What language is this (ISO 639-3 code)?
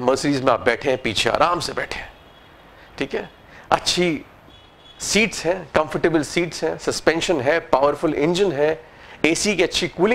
hin